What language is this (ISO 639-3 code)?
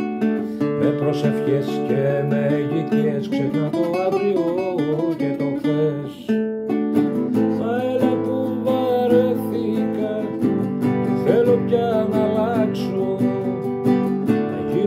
ell